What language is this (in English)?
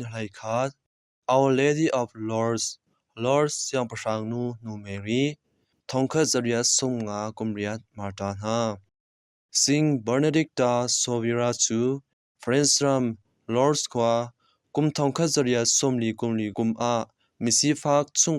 Hakha Chin